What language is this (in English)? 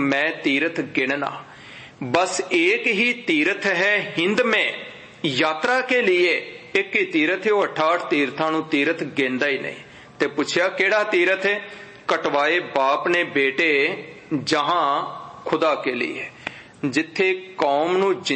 Punjabi